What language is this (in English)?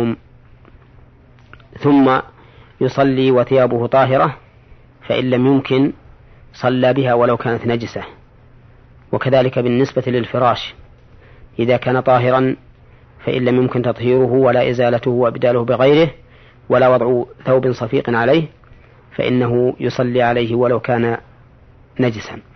Arabic